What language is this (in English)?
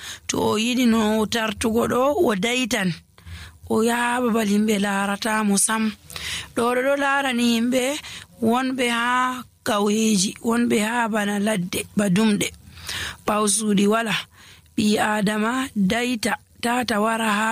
Nigerian Fulfulde